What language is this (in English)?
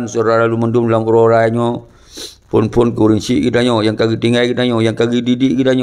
Achinese